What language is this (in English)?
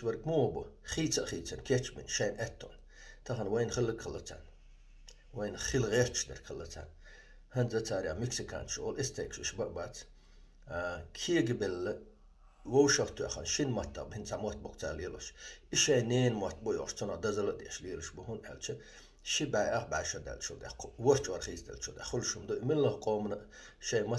Chechen